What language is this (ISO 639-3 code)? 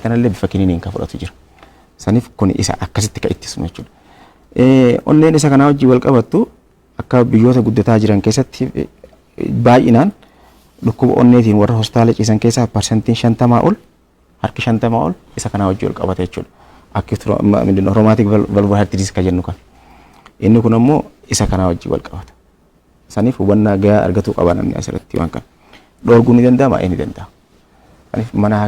orm